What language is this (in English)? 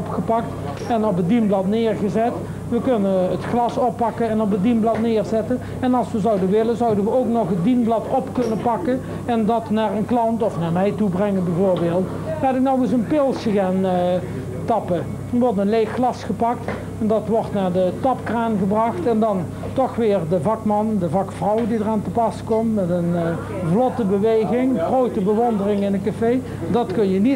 Dutch